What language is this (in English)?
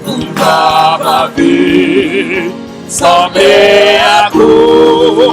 Haitian Creole